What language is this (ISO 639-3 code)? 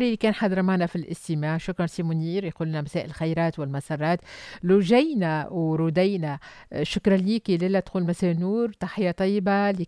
aeb